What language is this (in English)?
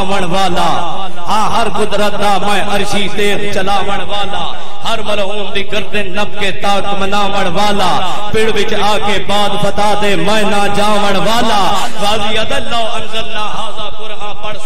Saraiki